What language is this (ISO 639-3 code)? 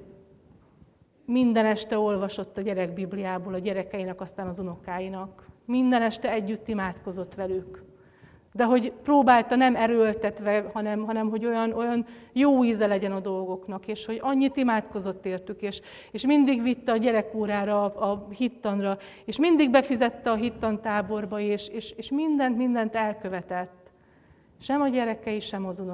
hun